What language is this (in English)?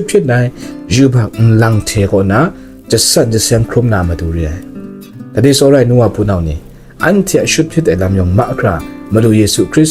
Kachin